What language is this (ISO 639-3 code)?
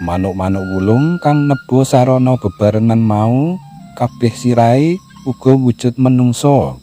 jav